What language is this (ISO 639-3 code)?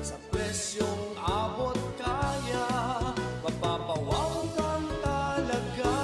bik